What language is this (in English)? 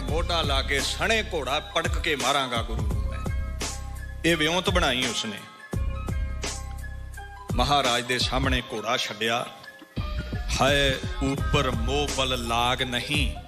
Punjabi